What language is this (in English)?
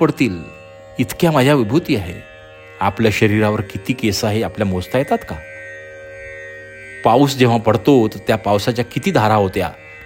Marathi